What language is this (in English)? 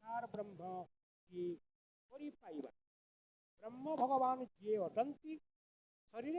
Odia